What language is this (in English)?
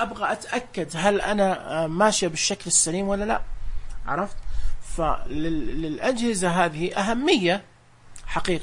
Najdi Arabic